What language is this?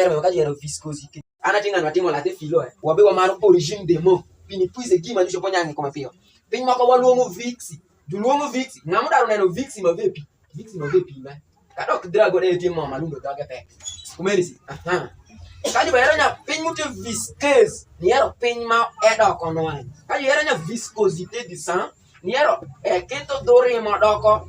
Alur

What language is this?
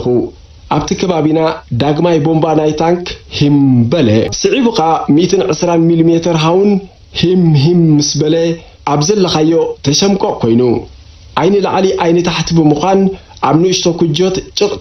Tigrinya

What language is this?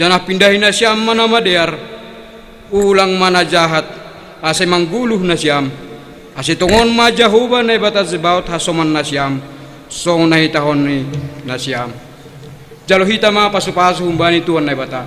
Batak Simalungun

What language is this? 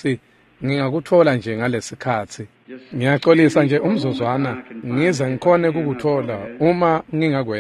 Swati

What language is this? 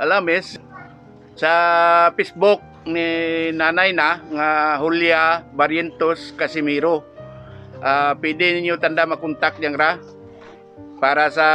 Kinaray-a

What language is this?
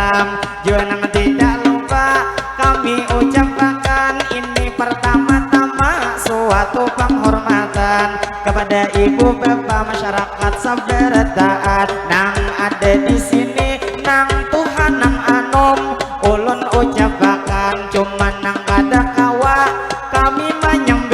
Banjar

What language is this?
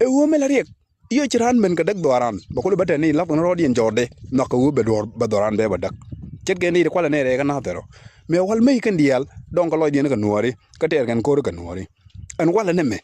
Nuer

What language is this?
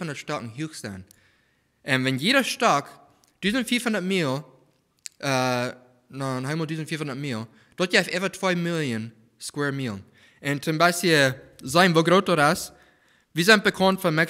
Plautdietsch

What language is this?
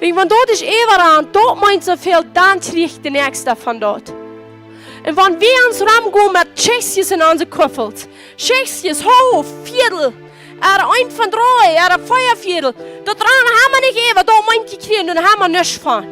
Plautdietsch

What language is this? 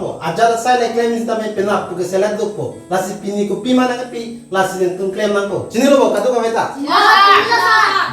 Karbi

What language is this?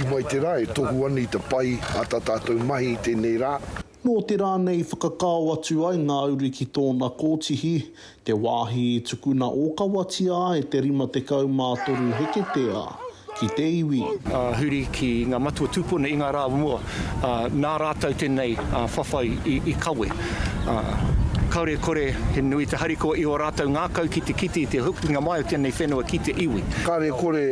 Māori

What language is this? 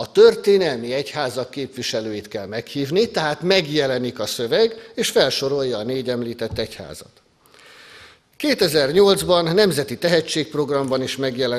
Hungarian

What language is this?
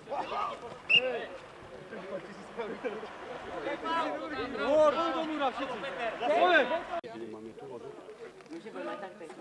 Slovak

